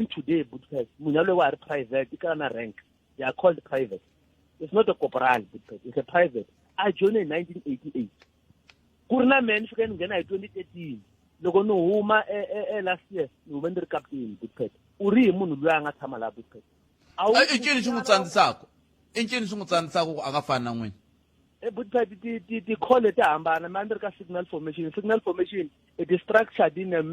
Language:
Tsonga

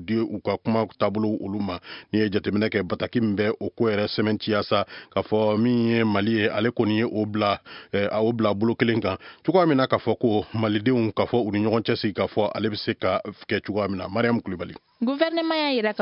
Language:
Bambara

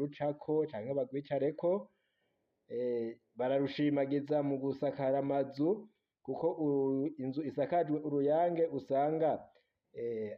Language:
Rundi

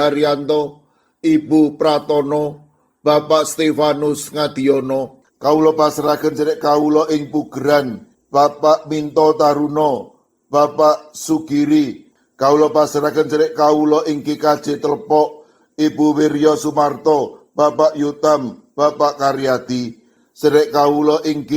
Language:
Javanese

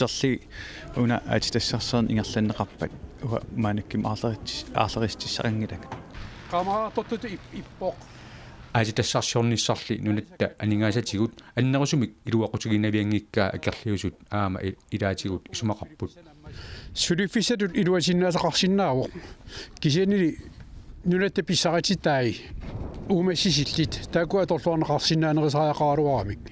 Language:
Kalaallisut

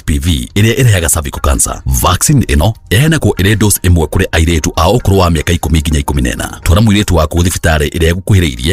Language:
Kikuyu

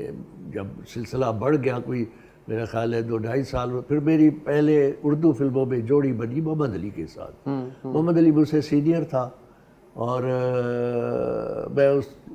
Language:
Urdu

